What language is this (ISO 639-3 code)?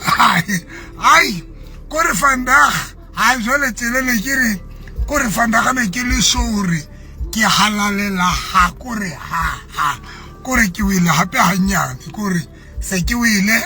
sot